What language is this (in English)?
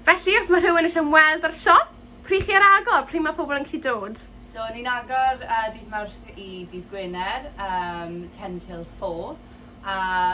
Welsh